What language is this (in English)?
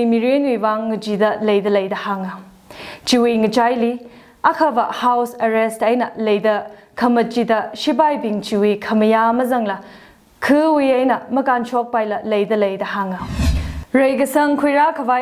Tangkhul Naga (India)